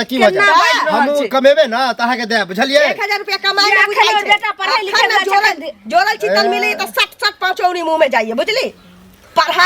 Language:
Maithili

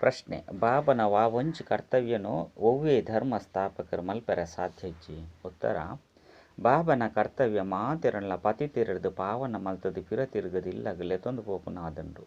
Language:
Tulu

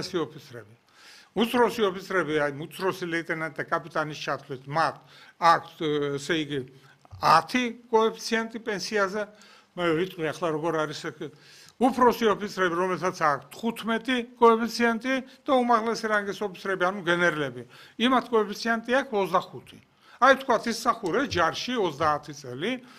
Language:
Georgian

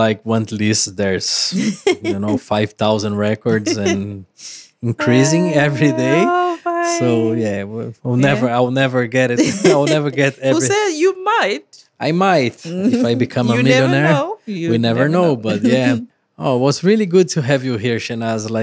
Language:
English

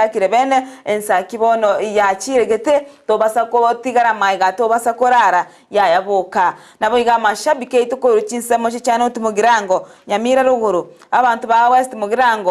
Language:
Gusii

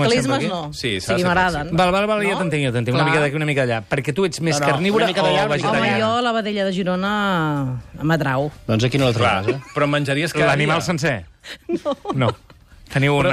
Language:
Catalan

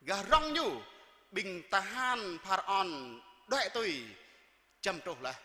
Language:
Jarai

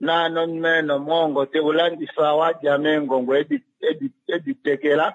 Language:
Kuanyama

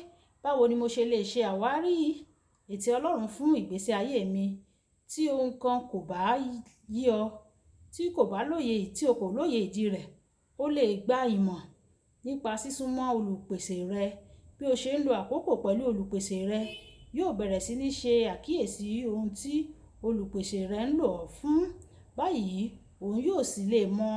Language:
Yoruba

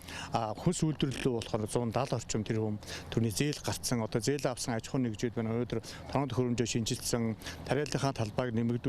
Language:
Mongolian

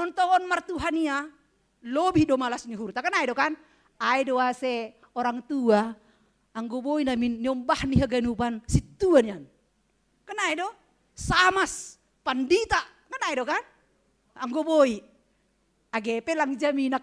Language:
Batak Simalungun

